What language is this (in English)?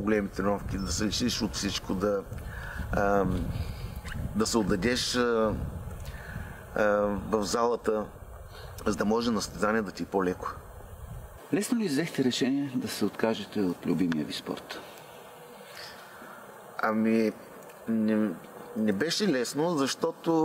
Bulgarian